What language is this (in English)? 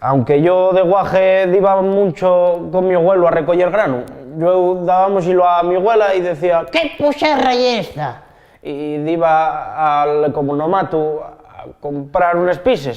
Asturian